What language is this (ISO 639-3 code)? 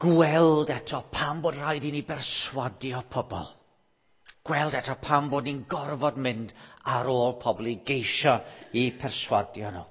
cym